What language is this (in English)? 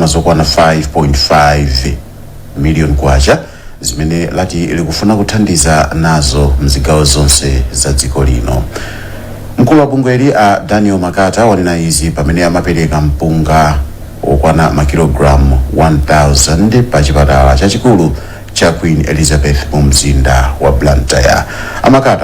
Nyanja